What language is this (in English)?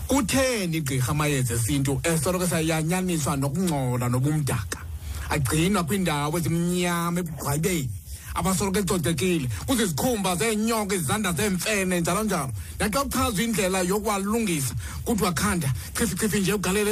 Xhosa